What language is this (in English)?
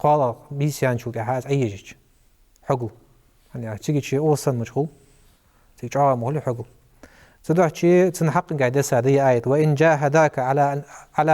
Ingush